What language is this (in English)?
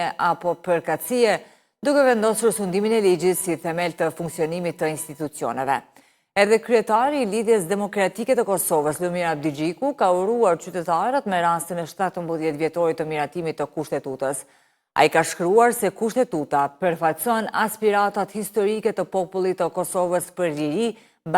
Albanian